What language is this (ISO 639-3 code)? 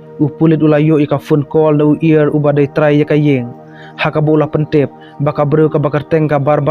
kha